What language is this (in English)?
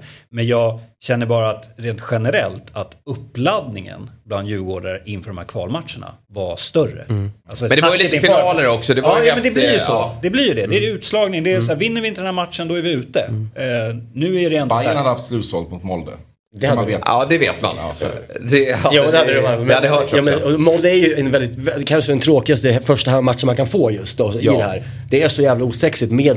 Swedish